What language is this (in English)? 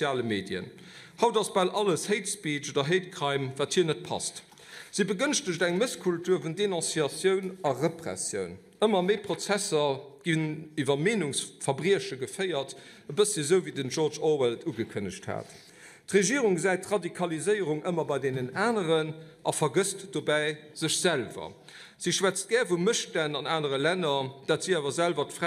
Luxembourgish